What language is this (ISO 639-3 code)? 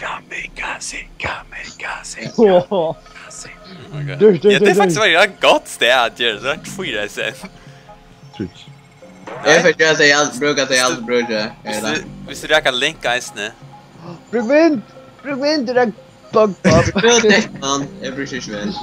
fao